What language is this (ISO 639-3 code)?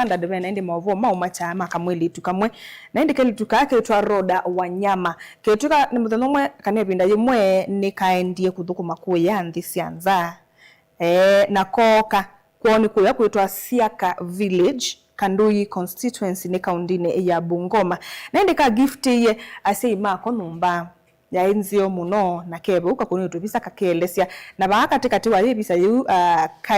kam